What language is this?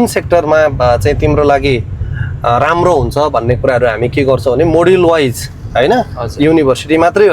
Nepali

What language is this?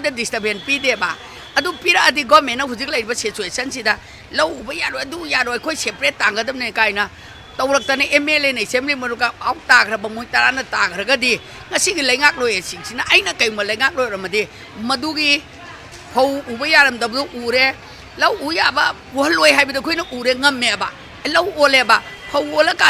Manipuri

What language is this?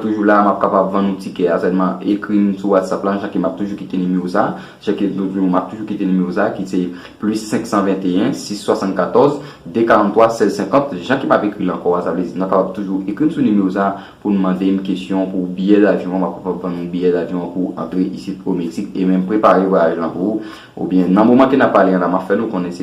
Haitian Creole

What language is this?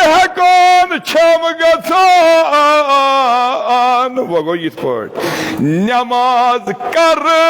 Kashmiri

